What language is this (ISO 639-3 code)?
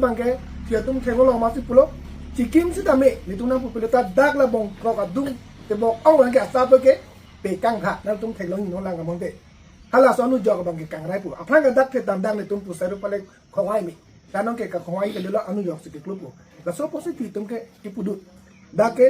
mjw